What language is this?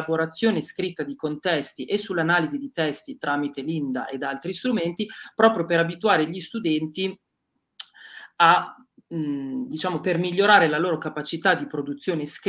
Italian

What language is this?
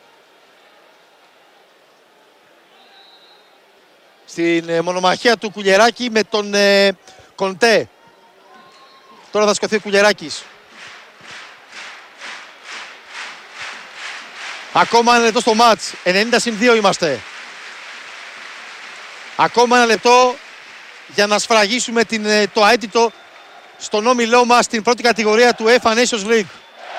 Greek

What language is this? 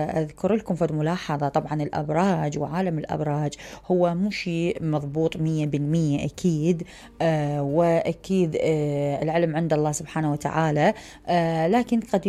Mesopotamian Arabic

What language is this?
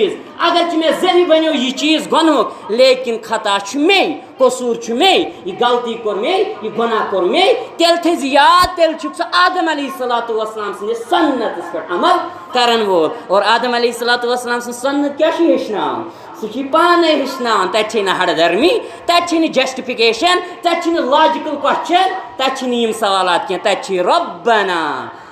Kashmiri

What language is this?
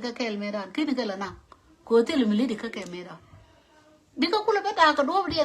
Nuer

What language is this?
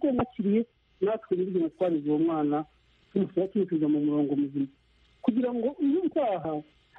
Kinyarwanda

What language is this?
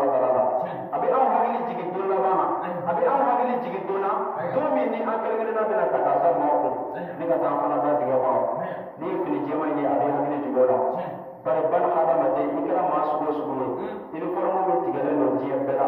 Bambara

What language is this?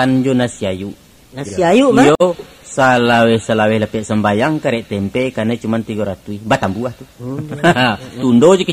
Minangkabau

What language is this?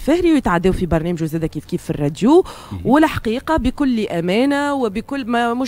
Tunisian Arabic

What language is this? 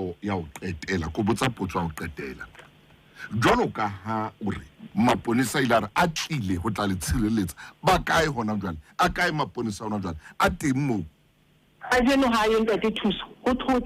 Southern Sotho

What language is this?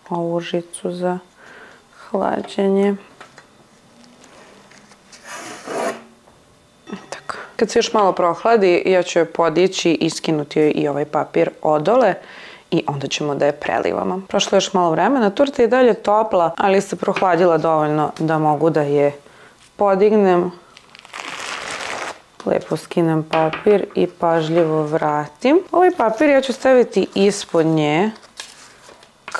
Serbian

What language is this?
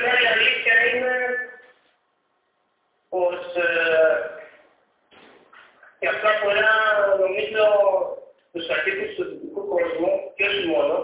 Greek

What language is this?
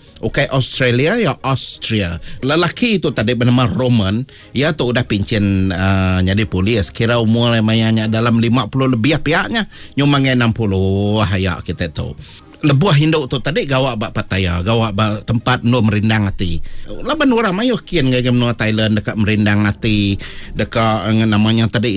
Iban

